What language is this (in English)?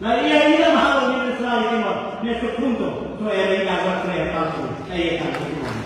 Tetum